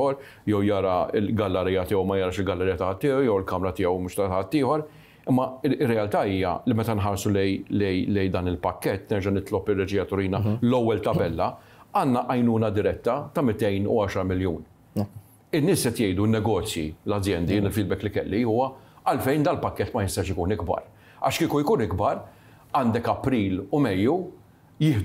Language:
Maltese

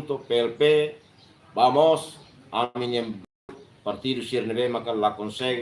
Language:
Tetum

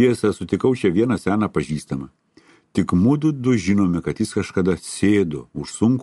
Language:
Lithuanian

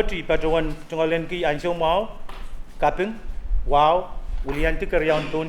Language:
Pohnpeian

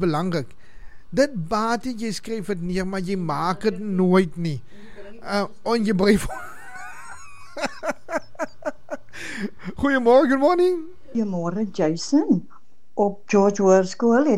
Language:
Afrikaans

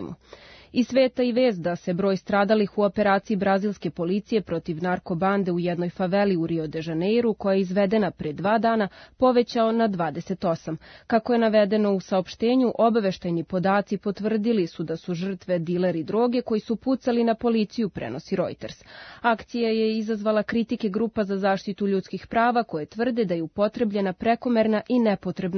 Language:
Serbian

